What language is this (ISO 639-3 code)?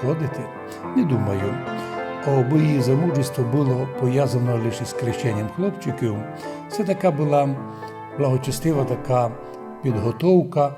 rue